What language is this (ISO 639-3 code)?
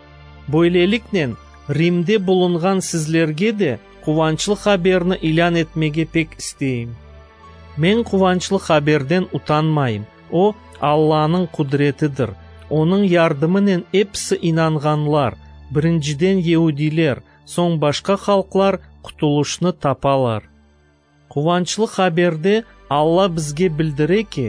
crh